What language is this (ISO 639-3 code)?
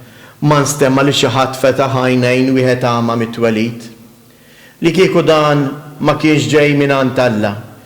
mlt